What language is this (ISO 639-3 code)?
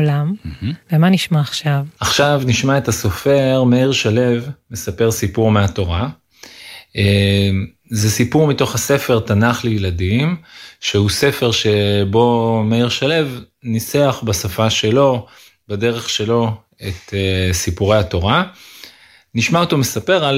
heb